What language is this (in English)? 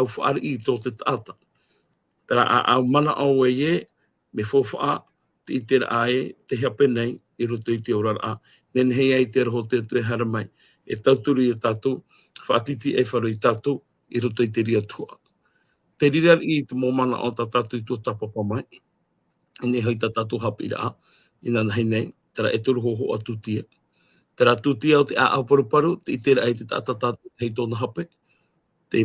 Tahitian